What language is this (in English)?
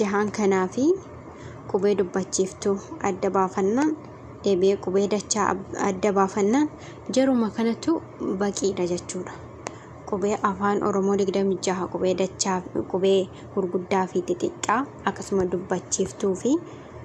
Oromo